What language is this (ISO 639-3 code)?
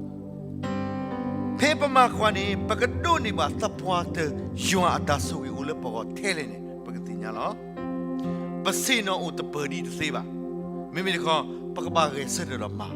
ksw